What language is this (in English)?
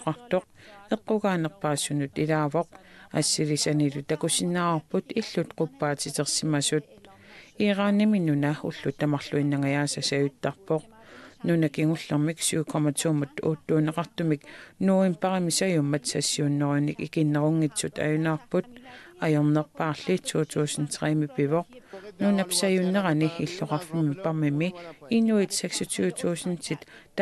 Kalaallisut